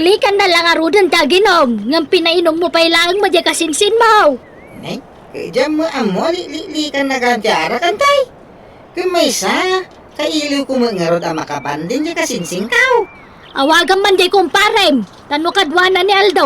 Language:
Iloko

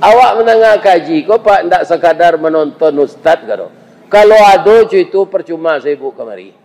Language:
Minangkabau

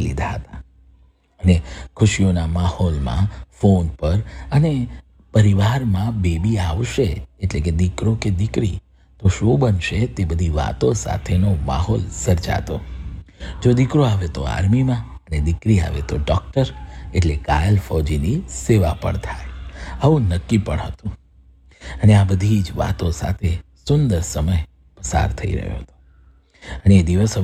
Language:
Gujarati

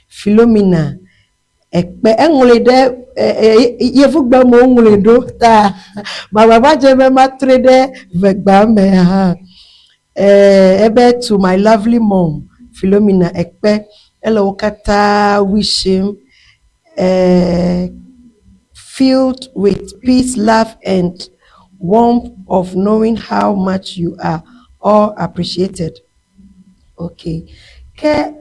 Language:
Ewe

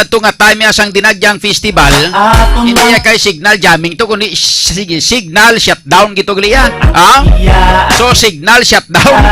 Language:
Hiligaynon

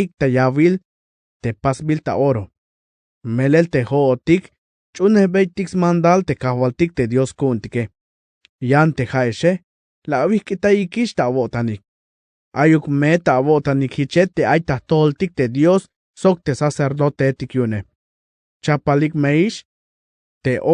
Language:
Tzeltal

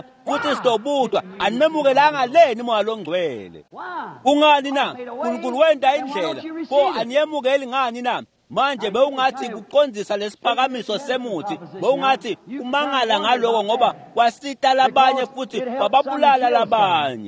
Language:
Swati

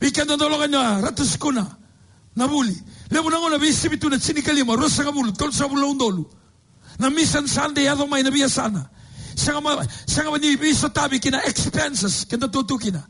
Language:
Fijian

